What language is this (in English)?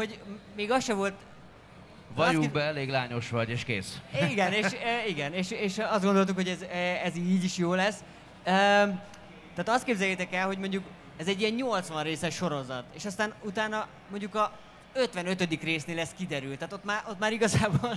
Hungarian